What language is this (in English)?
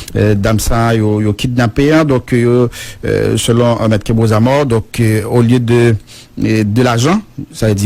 Haitian Creole